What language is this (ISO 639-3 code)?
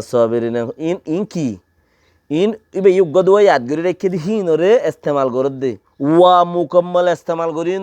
rhg